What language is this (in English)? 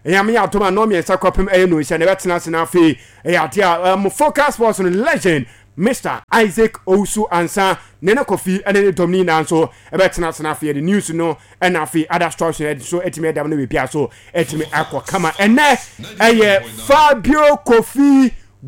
Akan